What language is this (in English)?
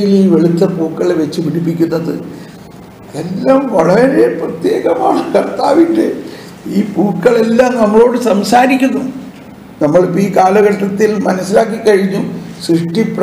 Malayalam